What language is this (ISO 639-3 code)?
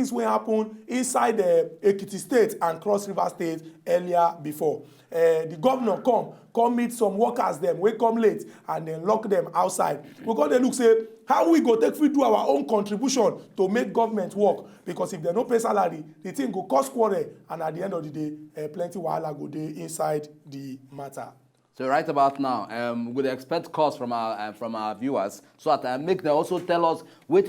pcm